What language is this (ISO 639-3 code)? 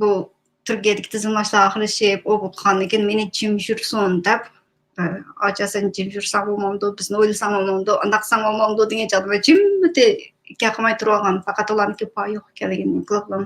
uig